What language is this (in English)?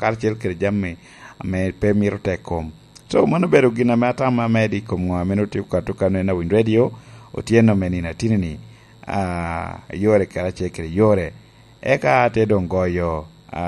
Lango (Uganda)